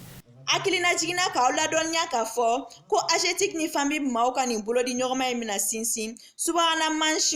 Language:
Bambara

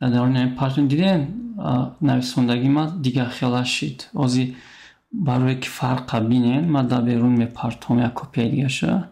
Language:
Tajik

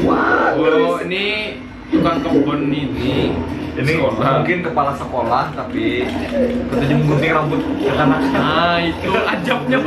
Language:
Banjar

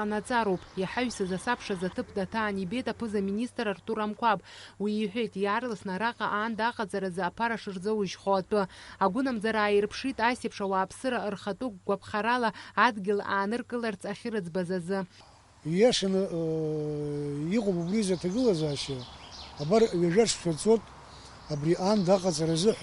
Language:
Abkhazian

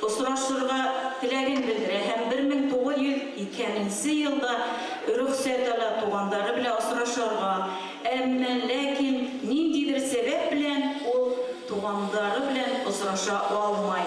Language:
Bashkir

